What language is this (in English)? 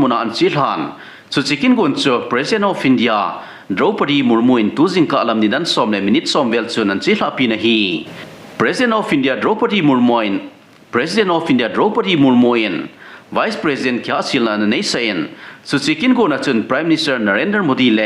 Thado Chin